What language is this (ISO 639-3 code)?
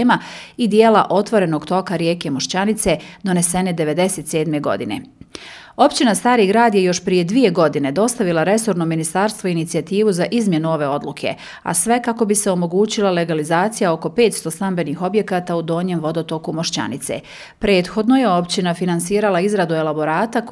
bos